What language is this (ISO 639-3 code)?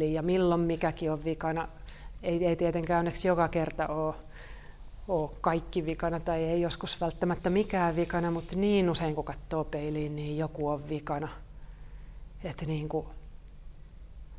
fin